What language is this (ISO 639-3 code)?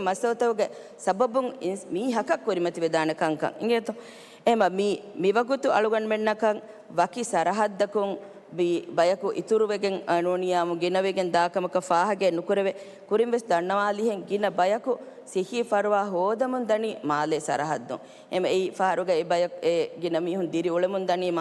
div